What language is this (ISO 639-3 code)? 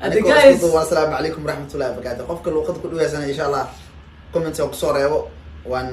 som